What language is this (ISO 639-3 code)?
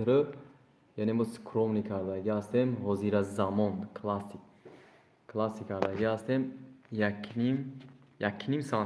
tgk